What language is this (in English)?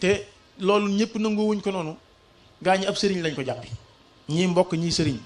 Wolof